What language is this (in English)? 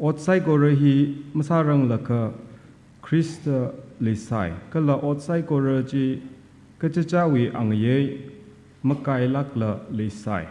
Tangkhul Naga (India)